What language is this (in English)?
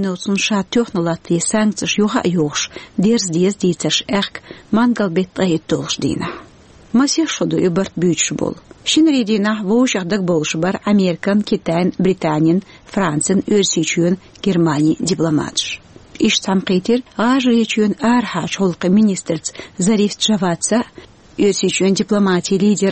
Chechen